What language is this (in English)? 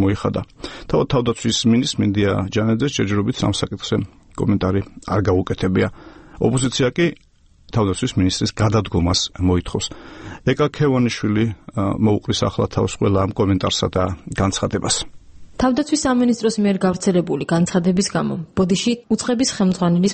Georgian